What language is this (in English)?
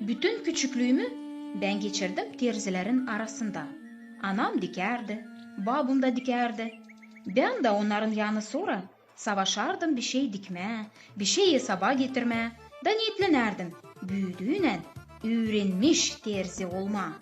Gagauz